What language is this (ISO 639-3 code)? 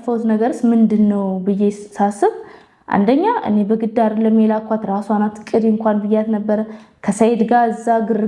amh